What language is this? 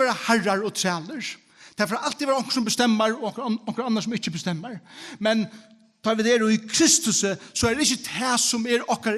Faroese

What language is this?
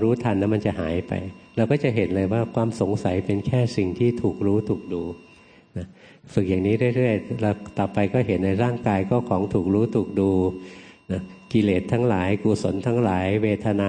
Thai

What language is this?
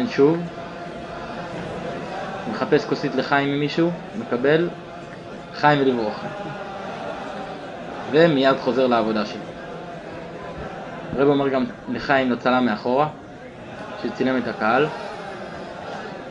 Hebrew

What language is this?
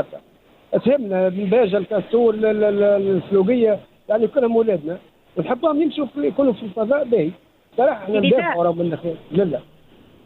Tunisian Arabic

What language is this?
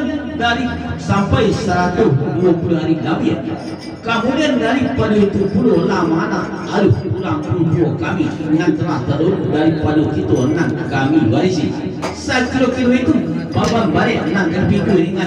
Minangkabau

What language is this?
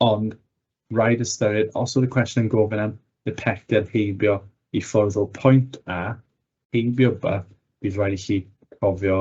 Welsh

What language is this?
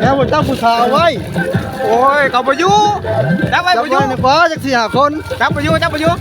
Northeastern Thai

